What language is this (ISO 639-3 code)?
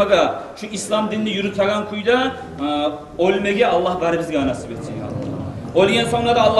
kum